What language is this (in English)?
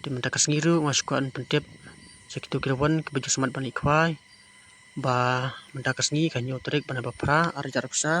Khasi